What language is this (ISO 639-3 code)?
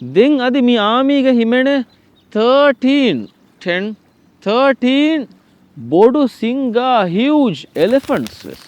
div